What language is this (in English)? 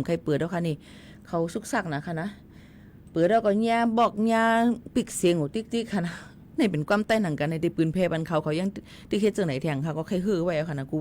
Shan